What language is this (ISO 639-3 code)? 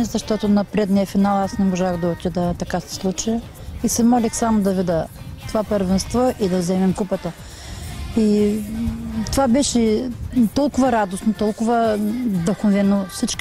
bul